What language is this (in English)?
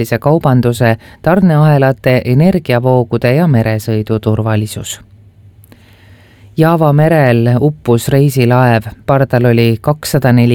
Estonian